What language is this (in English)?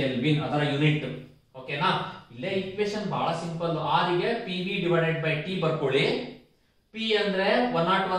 Kannada